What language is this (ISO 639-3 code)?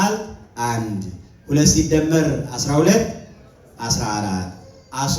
amh